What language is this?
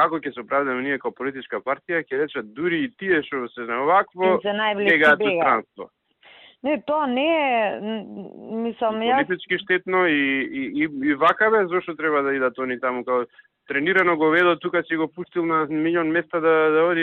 Macedonian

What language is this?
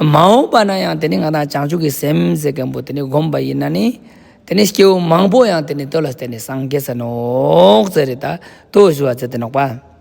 Ladakhi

